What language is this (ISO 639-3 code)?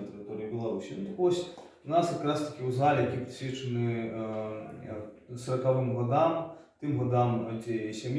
bel